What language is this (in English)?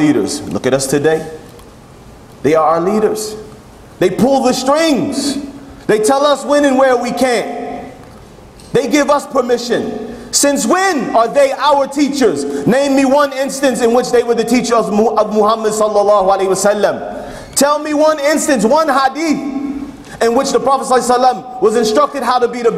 English